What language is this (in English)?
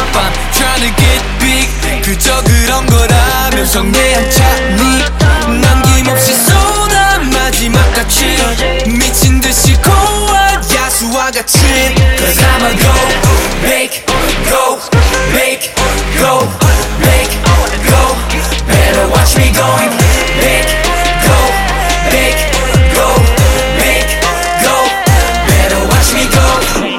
Korean